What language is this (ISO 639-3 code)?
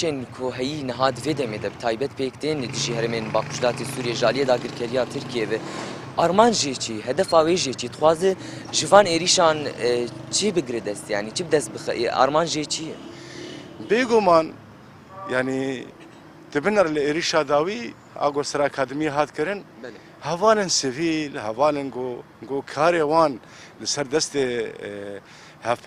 kur